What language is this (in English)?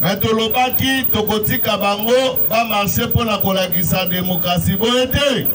Lingala